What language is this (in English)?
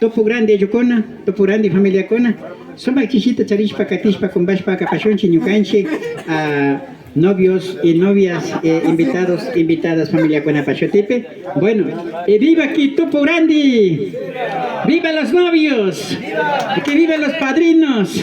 Imbabura Highland Quichua